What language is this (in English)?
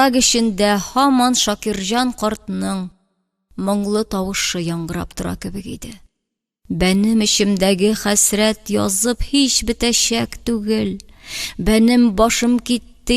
Tatar